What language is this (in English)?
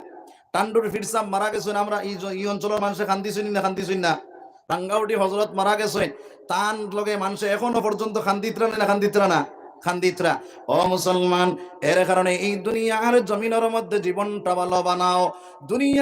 Sylheti